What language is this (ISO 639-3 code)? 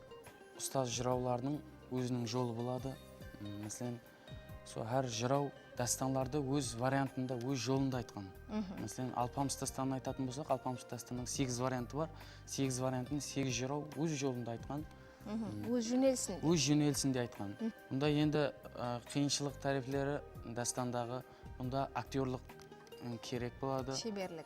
kaa